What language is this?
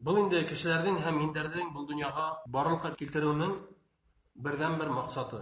Bashkir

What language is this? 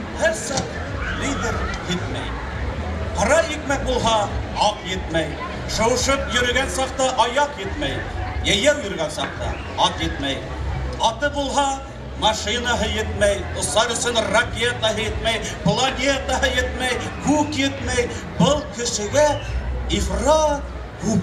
Bashkir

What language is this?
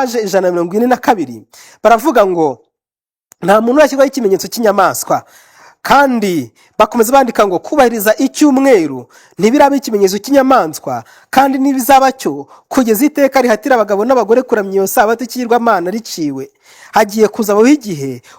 Kinyarwanda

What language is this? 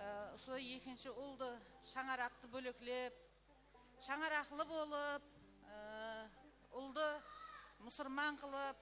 Kara-Kalpak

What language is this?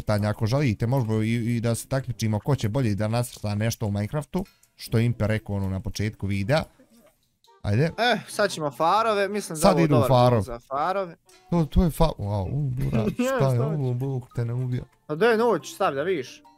Bosnian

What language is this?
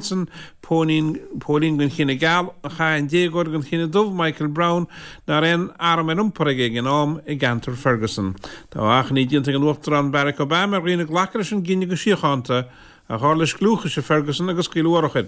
Irish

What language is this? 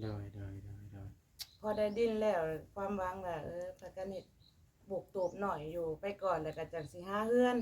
Lao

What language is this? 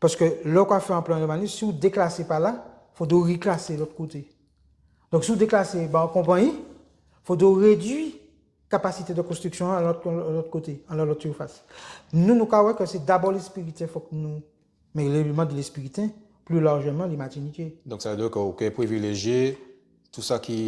Guadeloupean Creole French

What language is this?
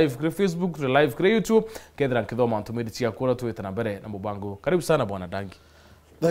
Meru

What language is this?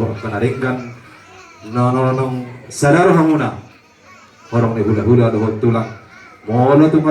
Batak Toba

